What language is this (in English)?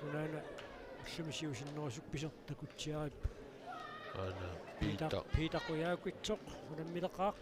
Kalaallisut